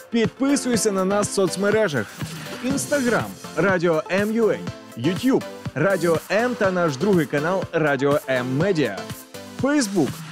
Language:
Ukrainian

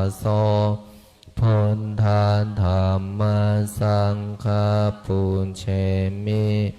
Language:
Pali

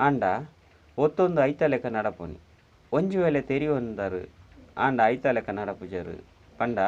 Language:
Tulu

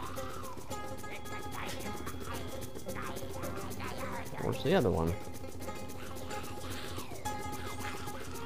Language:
English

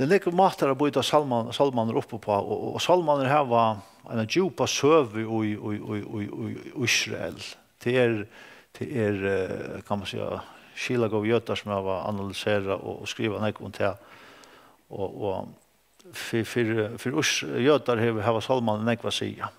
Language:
Faroese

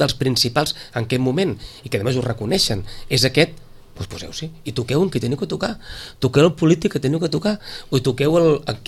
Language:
Catalan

